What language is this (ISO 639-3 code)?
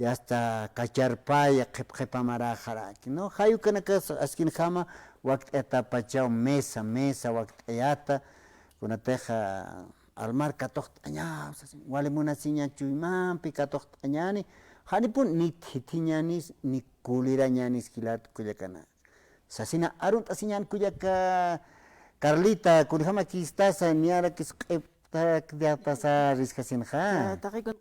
aym